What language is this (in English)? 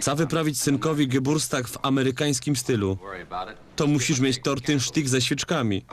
Silesian